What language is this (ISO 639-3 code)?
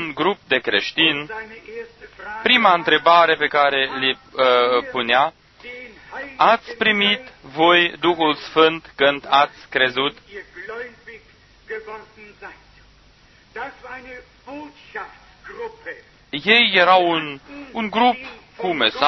ron